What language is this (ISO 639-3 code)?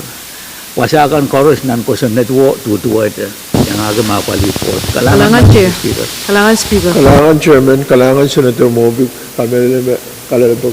pon